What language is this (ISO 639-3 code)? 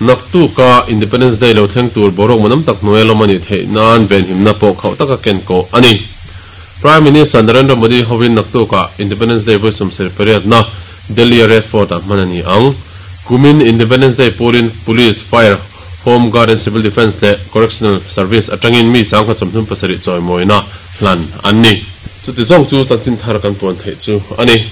lus